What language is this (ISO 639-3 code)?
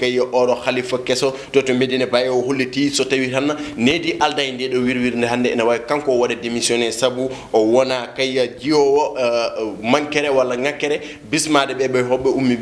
ful